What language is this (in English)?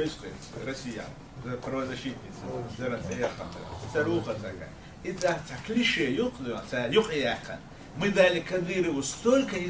Chechen